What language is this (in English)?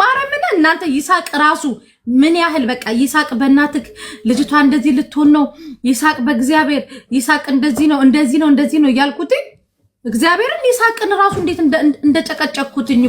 Amharic